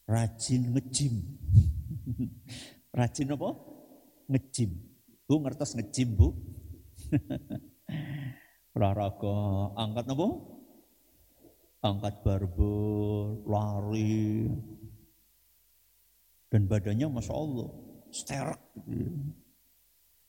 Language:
Indonesian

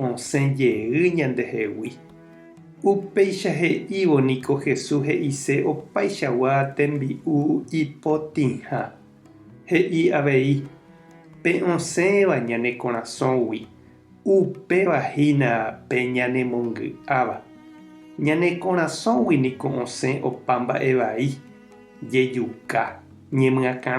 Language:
Guarani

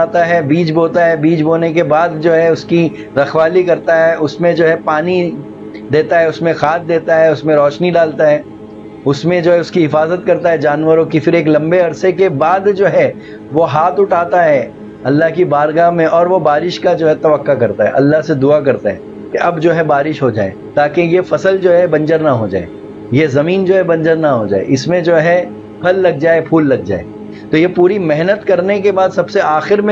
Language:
Urdu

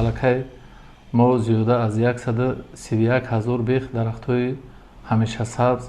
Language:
Tajik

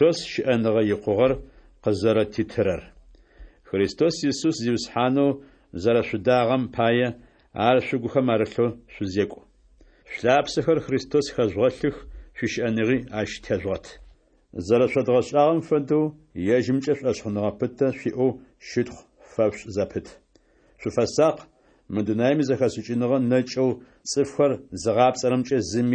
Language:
Adyghe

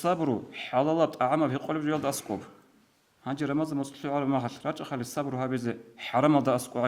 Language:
Avaric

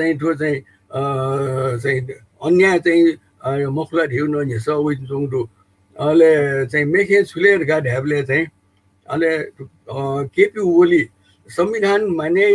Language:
Newari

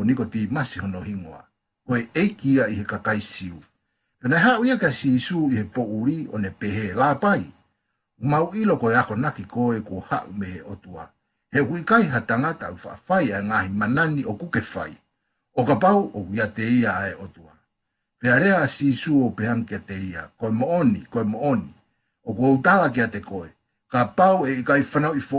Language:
Tongan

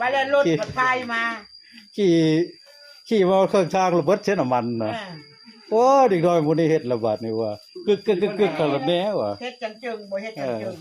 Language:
Northeastern Thai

